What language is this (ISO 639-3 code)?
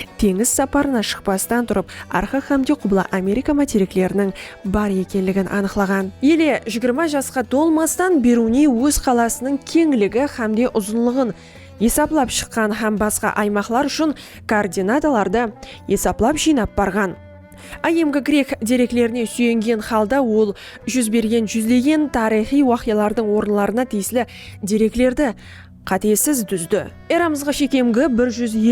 kaa